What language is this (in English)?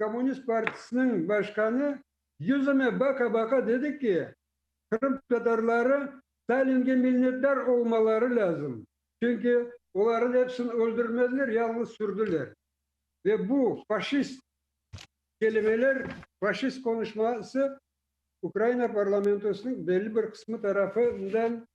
Crimean Tatar